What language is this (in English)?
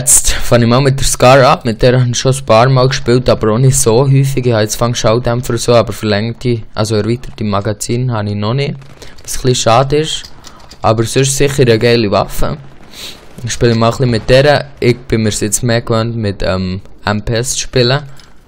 Swiss German